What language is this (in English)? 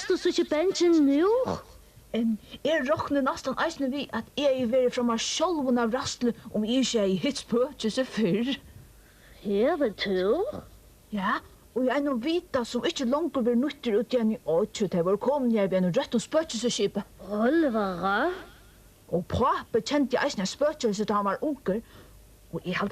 Faroese